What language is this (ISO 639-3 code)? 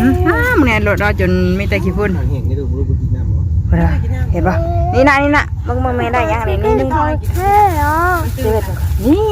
tts